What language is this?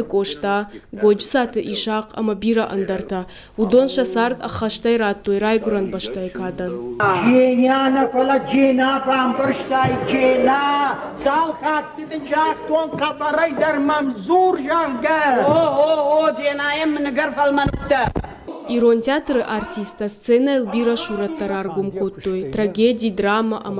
Ossetic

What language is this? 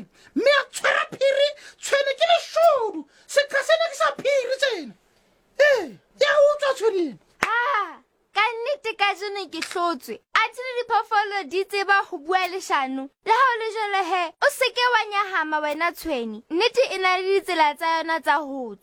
Southern Sotho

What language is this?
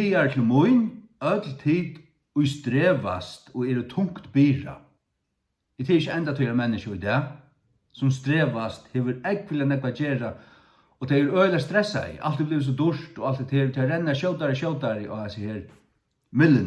Faroese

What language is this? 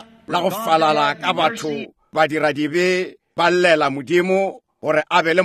Northern Sotho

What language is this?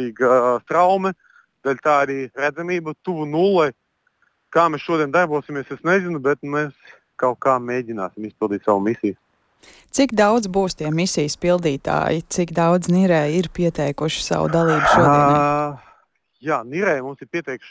Latvian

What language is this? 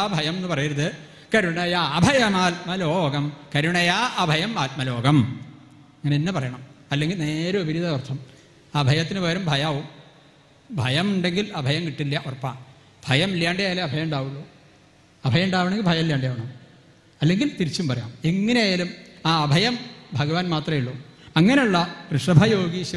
Malayalam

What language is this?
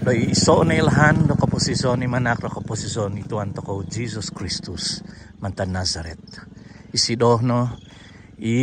Central Dusun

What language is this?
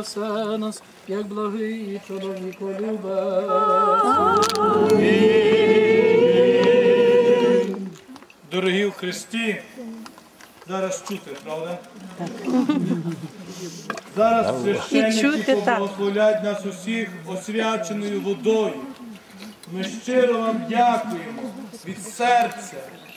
Ukrainian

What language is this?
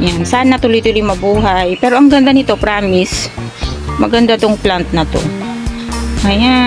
Filipino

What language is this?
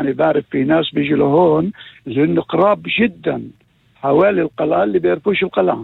North Levantine Arabic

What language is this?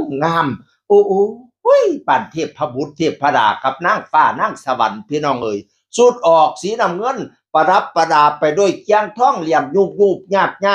Northeastern Thai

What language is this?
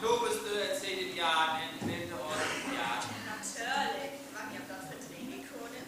Northern Frisian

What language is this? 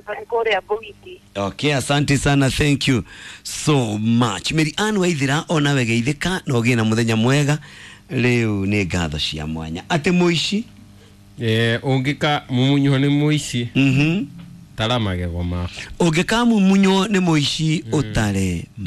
Kikuyu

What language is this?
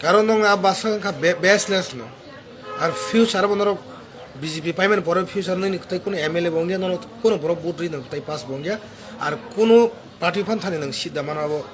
Kok Borok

